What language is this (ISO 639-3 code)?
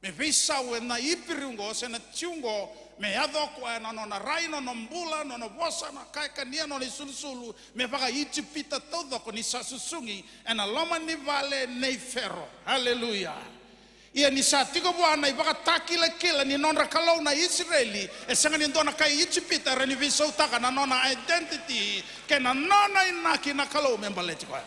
fij